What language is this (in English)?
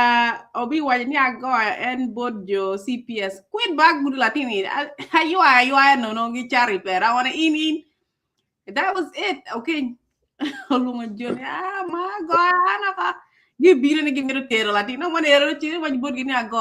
Acoli